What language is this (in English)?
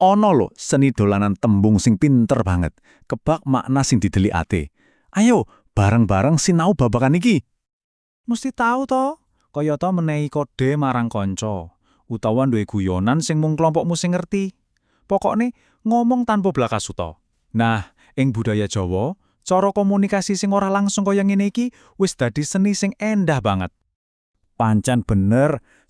Javanese